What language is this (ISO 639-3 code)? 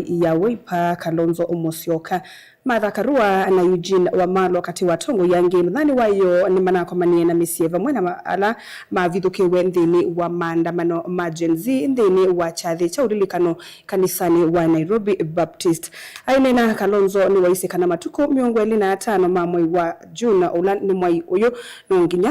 kam